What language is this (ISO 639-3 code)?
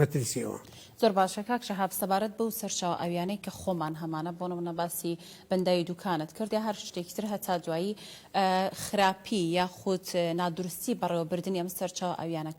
ckb